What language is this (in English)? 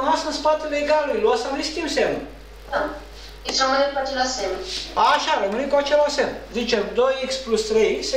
Romanian